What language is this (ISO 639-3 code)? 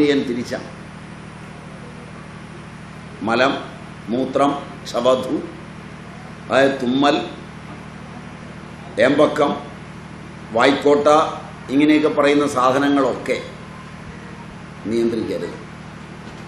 mal